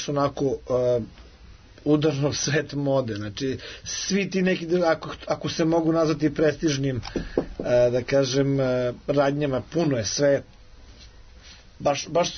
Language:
Serbian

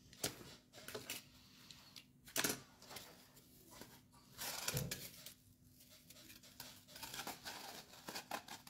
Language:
Hungarian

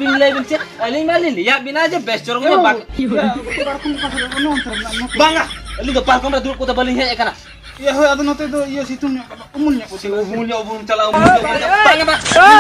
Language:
Santali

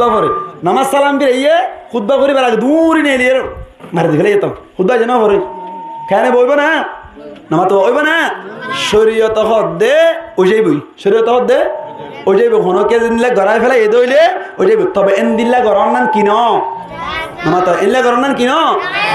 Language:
Rohingya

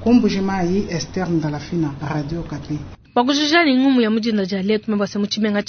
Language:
Luba-Lulua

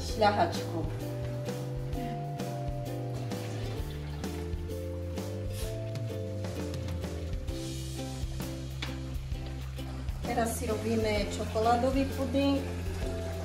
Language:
Slovak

